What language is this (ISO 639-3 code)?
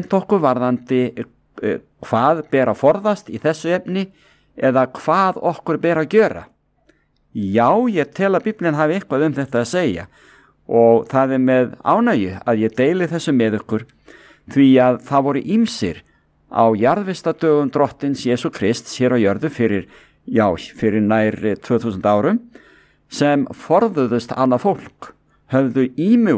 isl